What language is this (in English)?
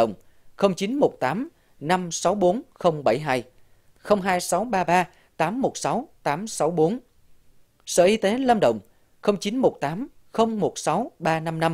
Vietnamese